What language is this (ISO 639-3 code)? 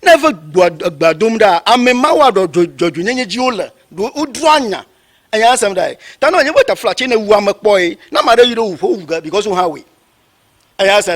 ewe